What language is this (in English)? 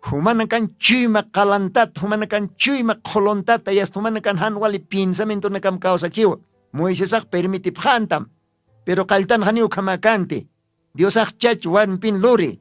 Aymara